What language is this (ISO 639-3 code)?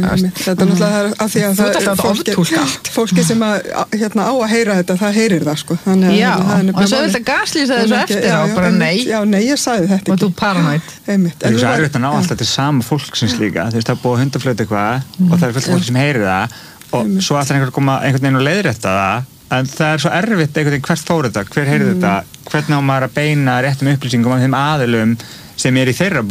isl